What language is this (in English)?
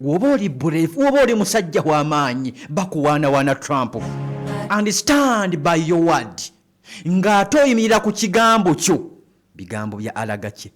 Ganda